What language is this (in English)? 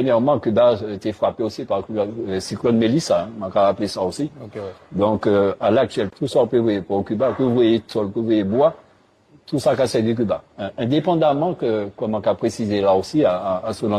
Guadeloupean Creole French